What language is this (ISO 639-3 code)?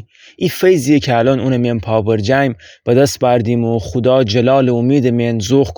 glk